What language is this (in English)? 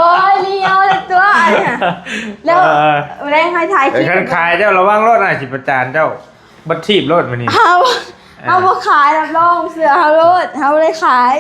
Northeastern Thai